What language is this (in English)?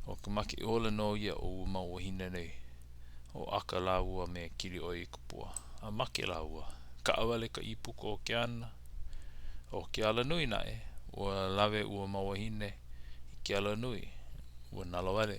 Hawaiian